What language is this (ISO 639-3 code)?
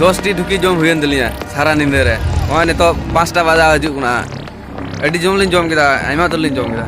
sat